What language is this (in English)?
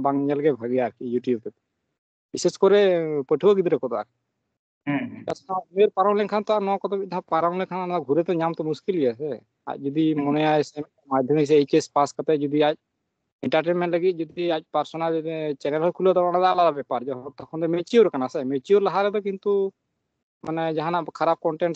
Santali